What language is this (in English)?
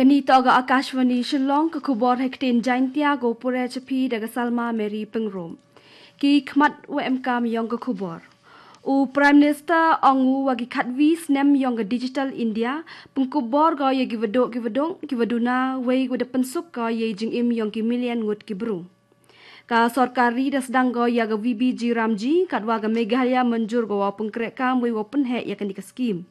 Garo